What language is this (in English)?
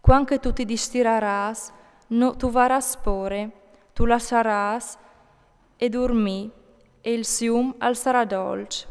Friulian